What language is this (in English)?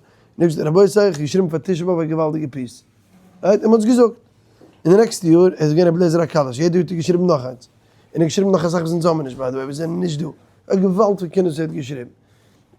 Yiddish